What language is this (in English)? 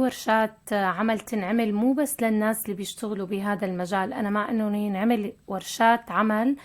North Levantine Arabic